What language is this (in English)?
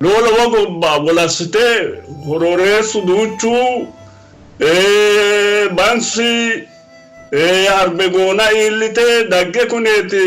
Sidamo